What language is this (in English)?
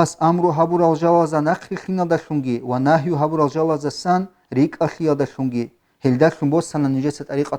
Avaric